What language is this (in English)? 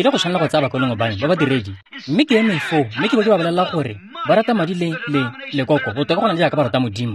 Tswana